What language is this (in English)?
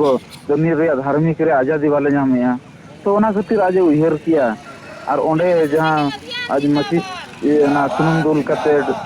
Santali